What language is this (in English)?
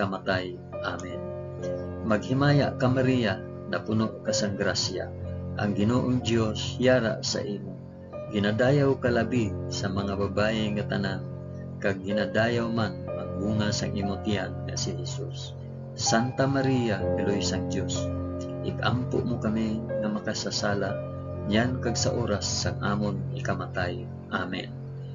Hiligaynon